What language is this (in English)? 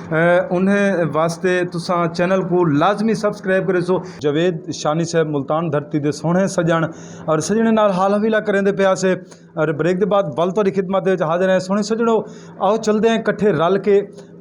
Saraiki